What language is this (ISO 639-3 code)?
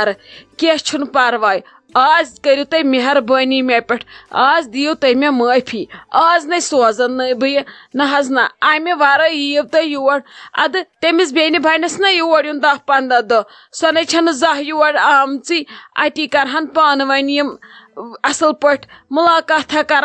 kas